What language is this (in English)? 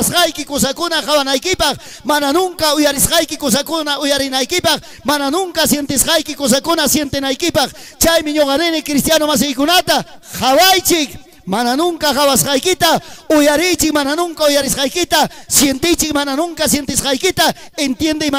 Ayacucho Quechua